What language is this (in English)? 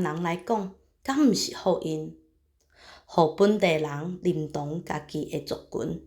Min Nan Chinese